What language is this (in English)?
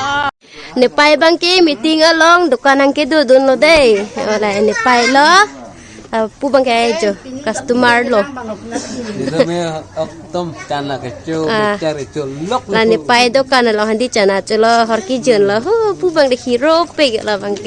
Karbi